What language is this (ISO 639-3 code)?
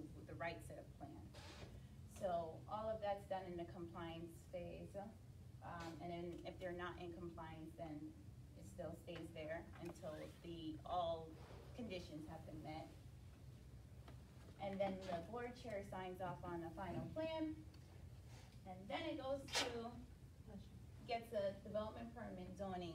eng